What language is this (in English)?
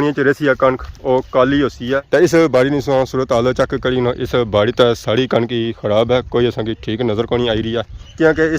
Pahari-Potwari